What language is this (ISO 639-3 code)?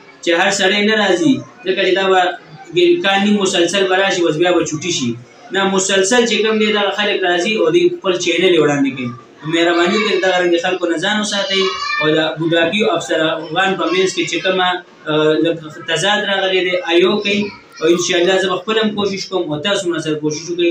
pus